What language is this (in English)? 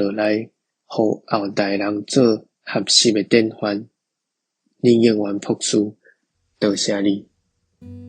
Min Nan Chinese